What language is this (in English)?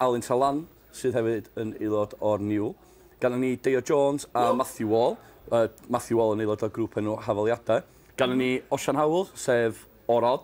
Welsh